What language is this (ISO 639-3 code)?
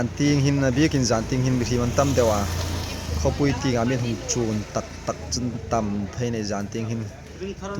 hmr